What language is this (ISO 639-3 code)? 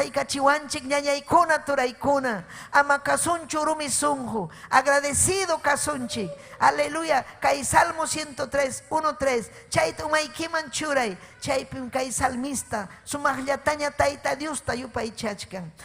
quy